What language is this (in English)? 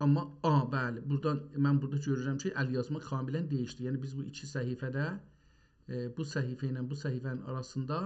South Azerbaijani